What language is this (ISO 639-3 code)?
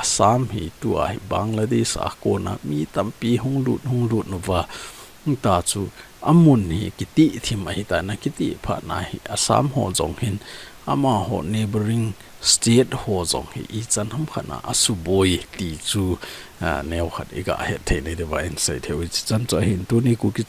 tcz